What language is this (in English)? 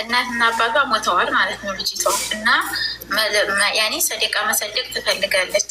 Amharic